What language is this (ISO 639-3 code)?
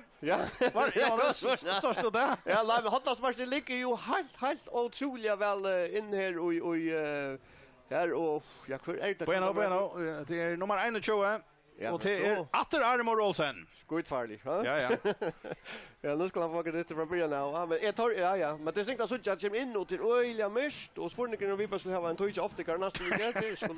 fao